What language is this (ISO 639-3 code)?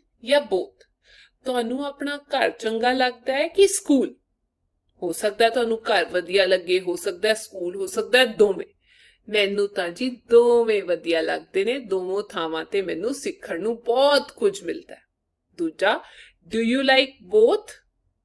pan